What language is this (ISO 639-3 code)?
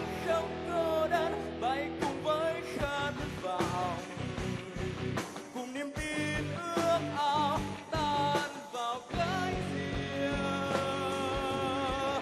vie